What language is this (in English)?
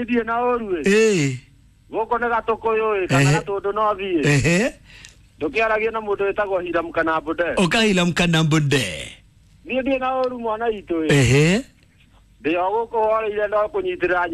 Kikuyu